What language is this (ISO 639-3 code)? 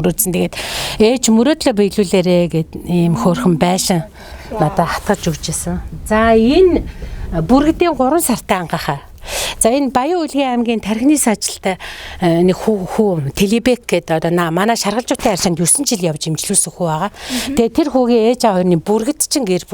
mon